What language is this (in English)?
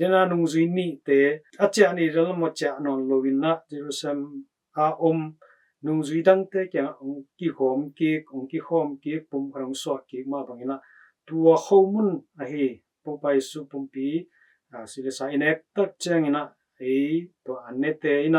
Tedim Chin